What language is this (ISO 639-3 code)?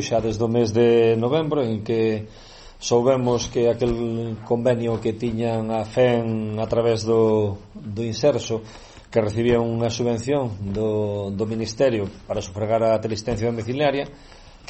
glg